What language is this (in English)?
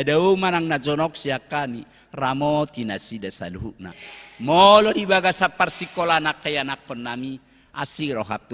Batak Toba